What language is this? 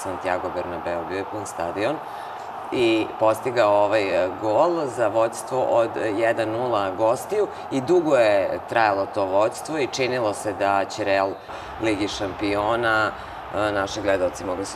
Serbian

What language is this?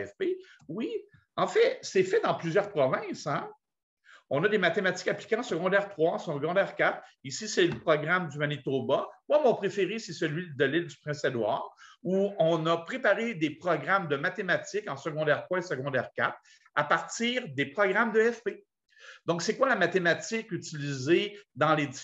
French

